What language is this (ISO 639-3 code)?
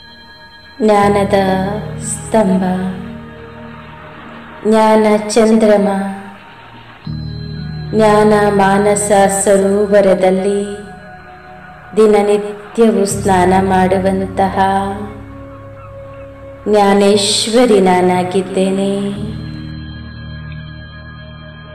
kan